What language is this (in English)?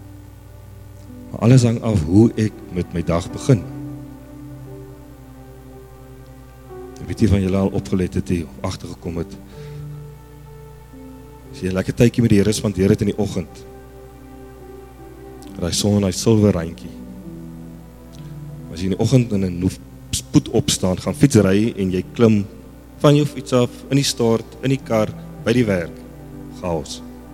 Afrikaans